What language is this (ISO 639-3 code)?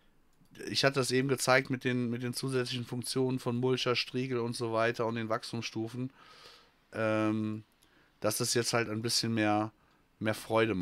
deu